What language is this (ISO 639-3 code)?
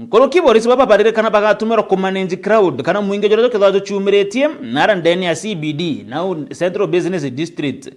mer